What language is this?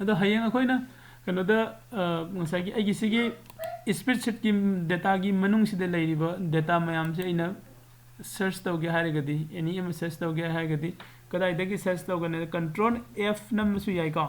Manipuri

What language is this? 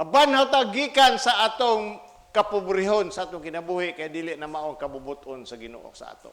Cebuano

